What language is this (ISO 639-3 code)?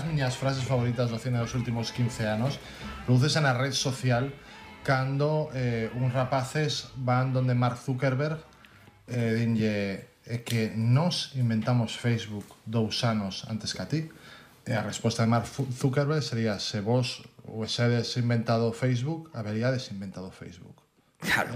glg